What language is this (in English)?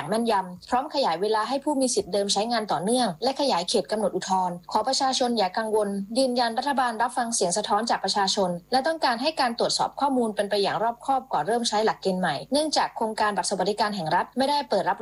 Thai